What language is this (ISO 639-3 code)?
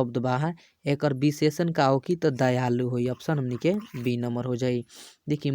bho